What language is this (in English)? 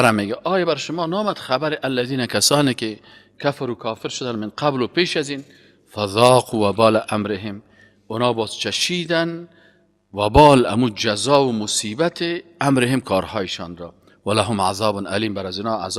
Persian